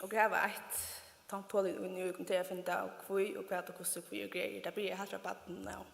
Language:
Faroese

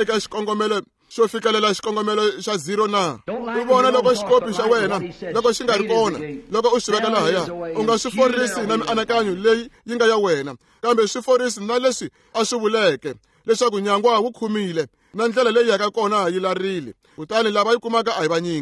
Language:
Tsonga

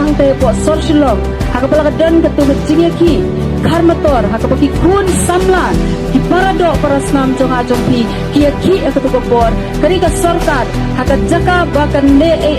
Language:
Khasi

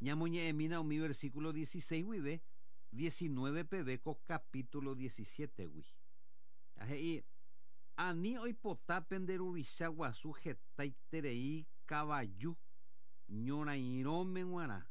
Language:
Guarani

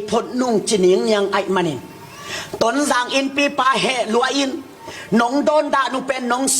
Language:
Tedim Chin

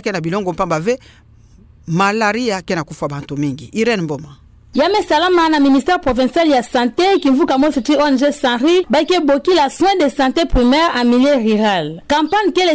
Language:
Kituba (Democratic Republic of Congo)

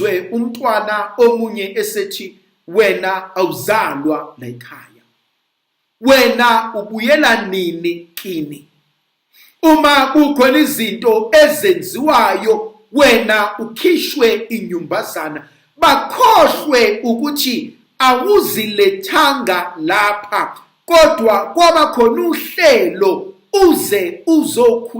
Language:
Zulu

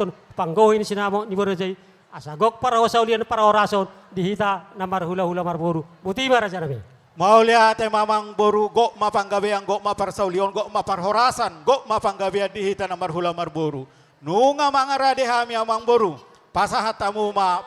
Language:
Batak Toba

